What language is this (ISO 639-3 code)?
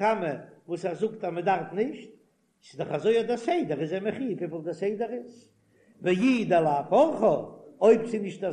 yid